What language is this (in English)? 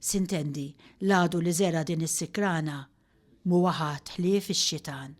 Maltese